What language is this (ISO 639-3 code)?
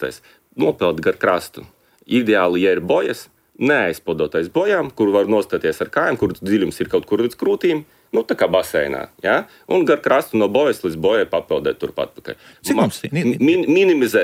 lav